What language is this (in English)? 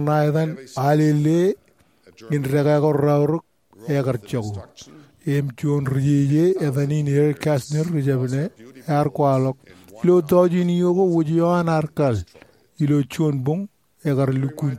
Marshallese